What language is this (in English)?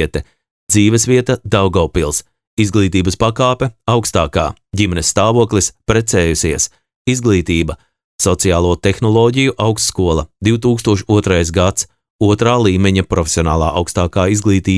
Latvian